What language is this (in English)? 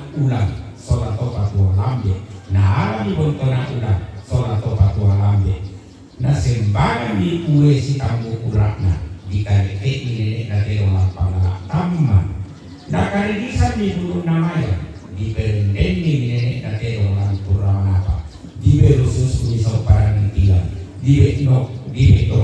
Toraja-Sa'dan